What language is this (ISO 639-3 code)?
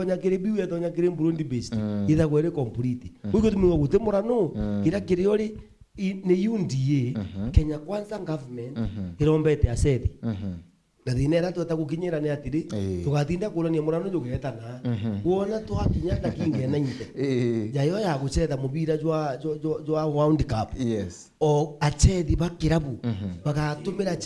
mer